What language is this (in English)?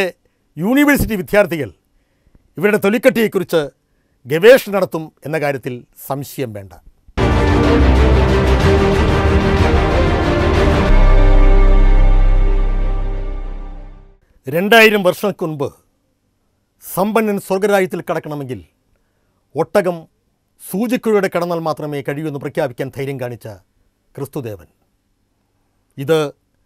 Malayalam